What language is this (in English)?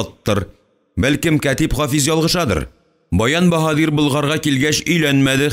Tatar